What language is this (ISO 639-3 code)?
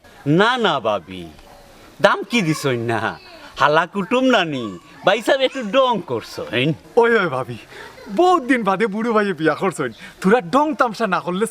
syl